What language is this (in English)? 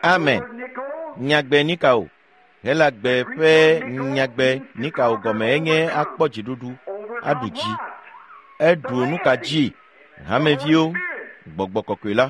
Ewe